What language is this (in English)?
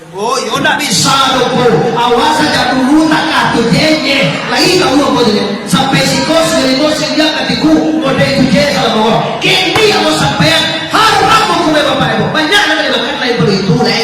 Minangkabau